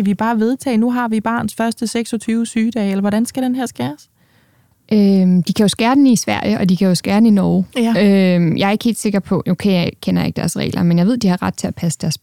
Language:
Danish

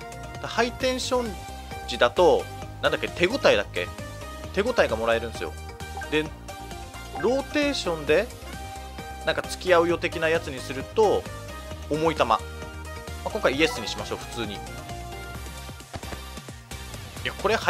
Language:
Japanese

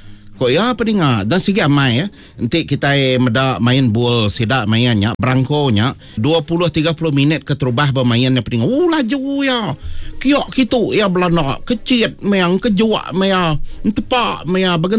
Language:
Iban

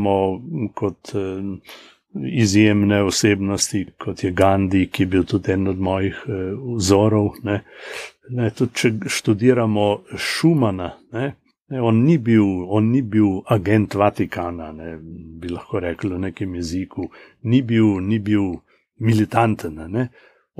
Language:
Slovenian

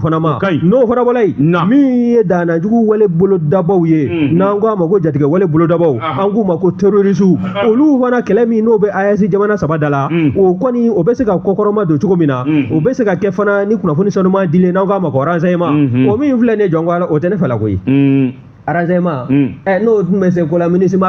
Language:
Bambara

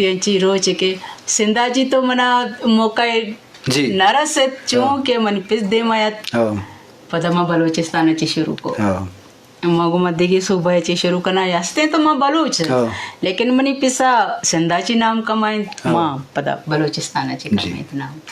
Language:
Eastern Balochi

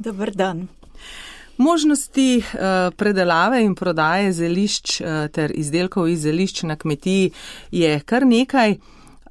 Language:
Slovenian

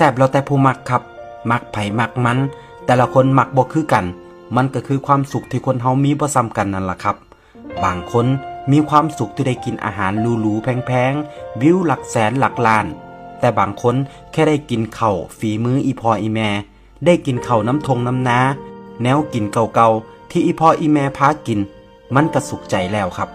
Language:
Northeastern Thai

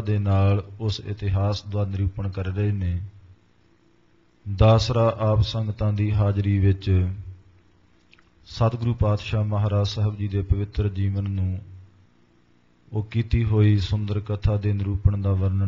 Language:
Punjabi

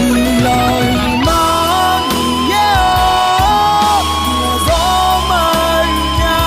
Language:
Akha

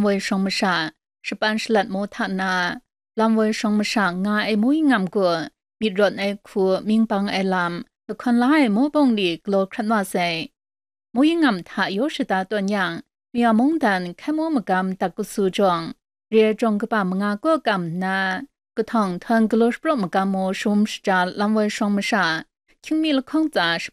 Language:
Kachin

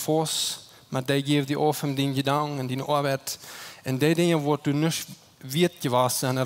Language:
Plautdietsch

